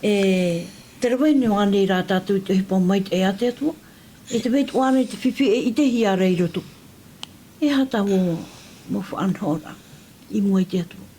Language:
Tahitian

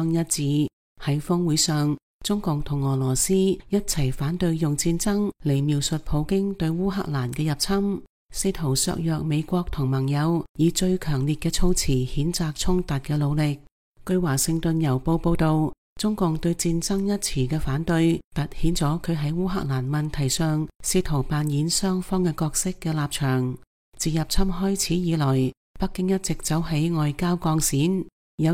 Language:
Cantonese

